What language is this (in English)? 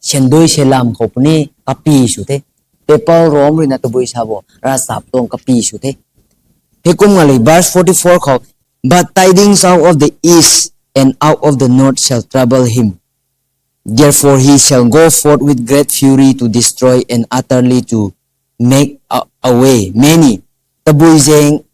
Rongmei Naga